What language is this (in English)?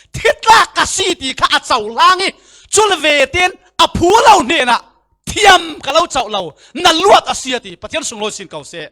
Falam Chin